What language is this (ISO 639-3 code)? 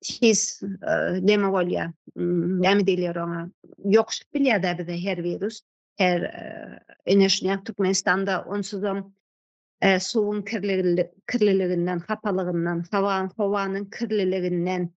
tuk